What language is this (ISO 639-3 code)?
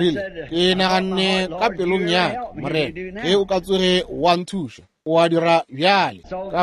nso